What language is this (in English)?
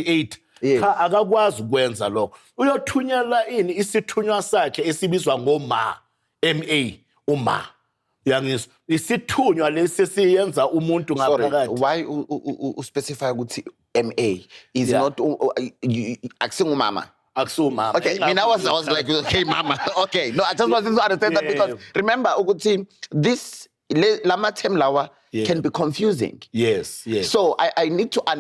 Zulu